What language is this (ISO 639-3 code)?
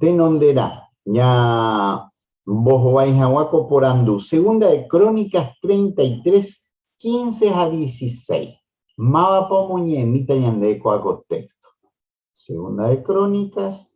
grn